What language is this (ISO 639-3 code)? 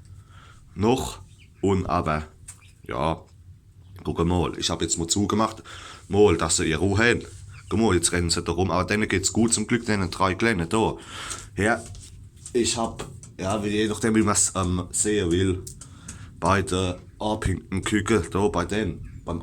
pfl